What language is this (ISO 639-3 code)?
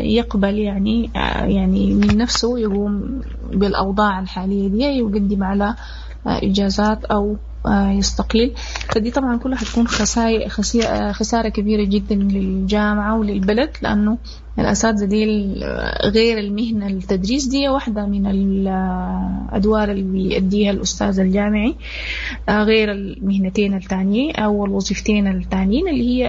apd